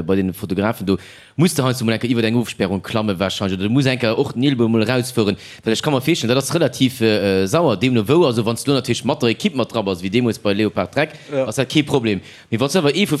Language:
Luxembourgish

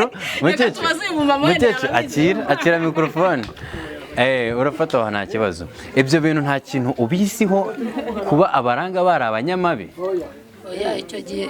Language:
Kinyarwanda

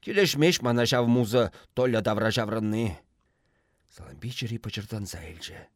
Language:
Chuvash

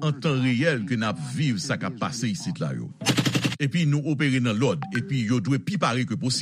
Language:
Haitian Creole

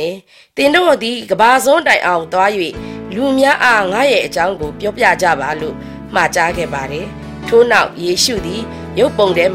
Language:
Burmese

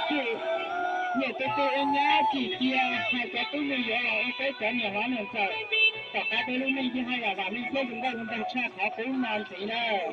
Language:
Hmong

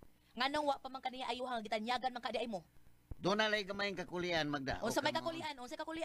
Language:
Cebuano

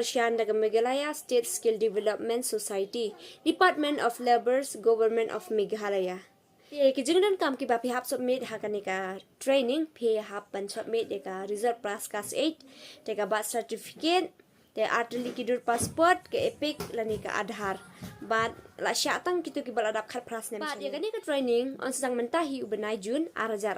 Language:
Khasi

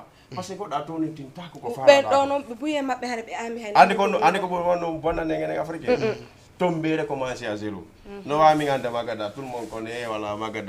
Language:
Fula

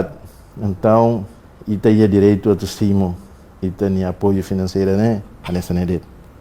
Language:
Tetum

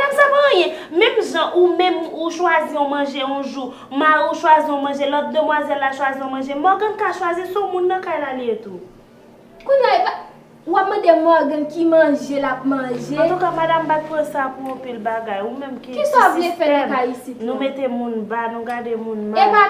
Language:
Haitian Creole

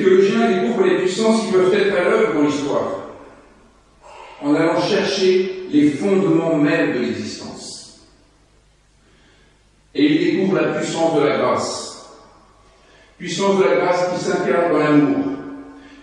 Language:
French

